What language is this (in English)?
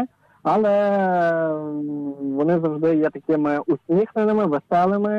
Ukrainian